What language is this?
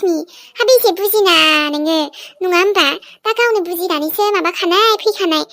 Bodo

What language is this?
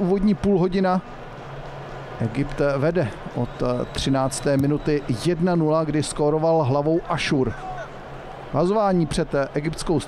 Czech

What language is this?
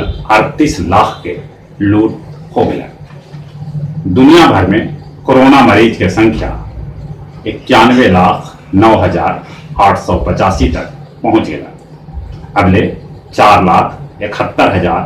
Magahi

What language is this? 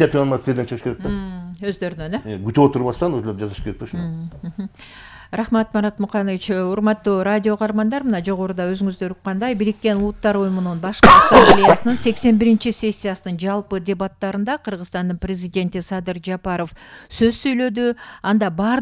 Kyrgyz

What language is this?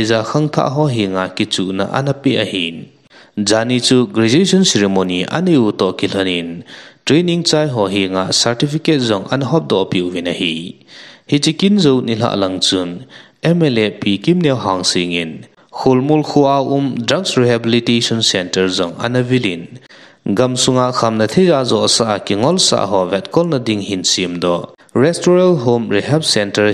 Thado Chin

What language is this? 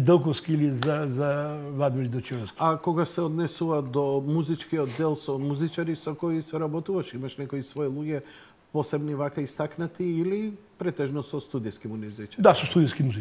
Macedonian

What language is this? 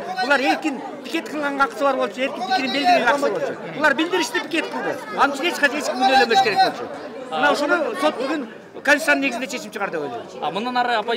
Kyrgyz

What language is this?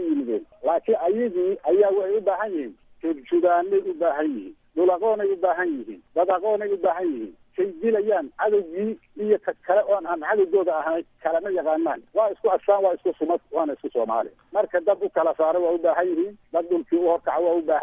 Somali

